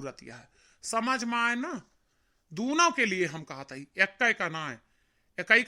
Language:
Awadhi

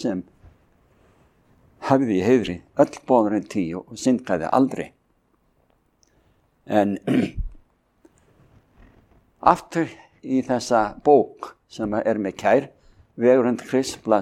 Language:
Icelandic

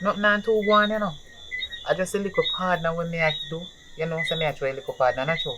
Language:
Jamaican Creole English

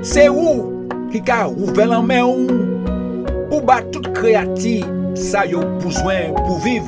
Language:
Guadeloupean Creole French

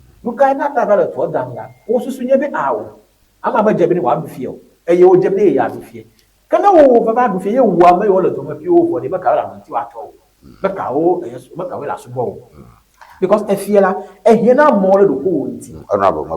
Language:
Ewe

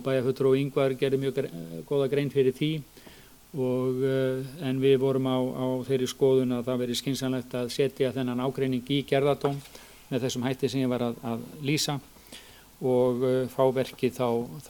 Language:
Icelandic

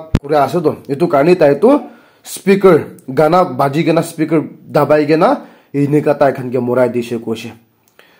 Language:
Naga Pidgin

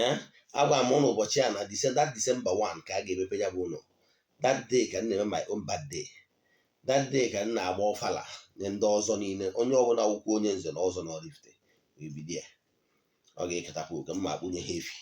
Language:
Igbo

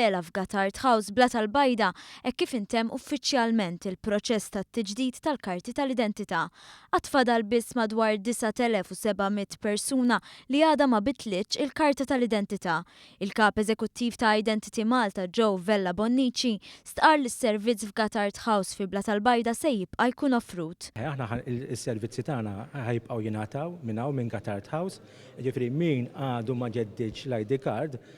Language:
Maltese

